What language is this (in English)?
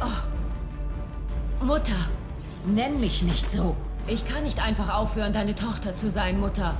Bavarian